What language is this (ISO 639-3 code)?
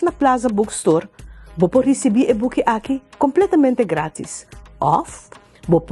pap